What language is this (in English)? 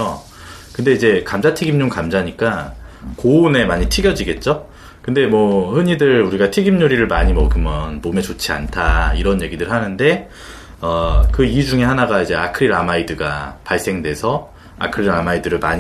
Korean